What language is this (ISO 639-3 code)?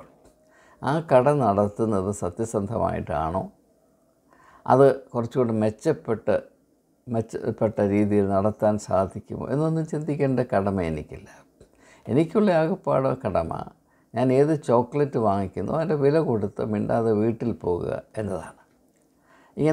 mal